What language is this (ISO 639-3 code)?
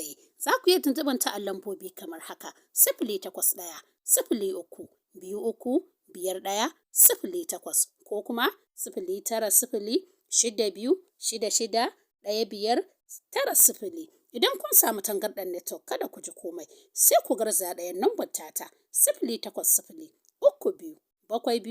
hau